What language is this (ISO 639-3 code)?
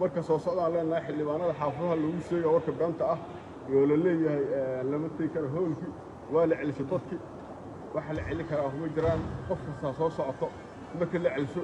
som